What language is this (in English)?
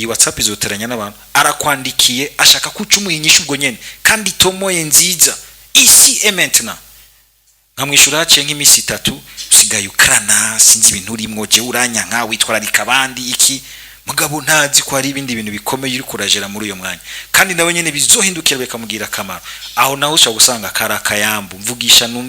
Rundi